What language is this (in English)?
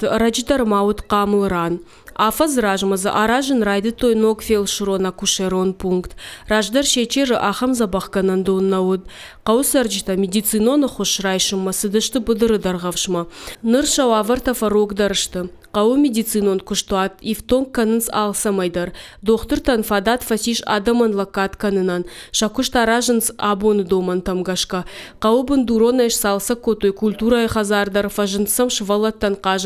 Ossetic